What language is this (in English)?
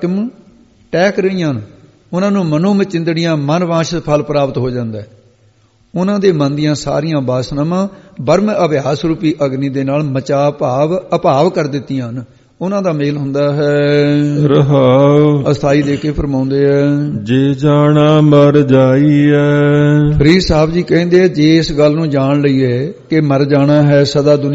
Punjabi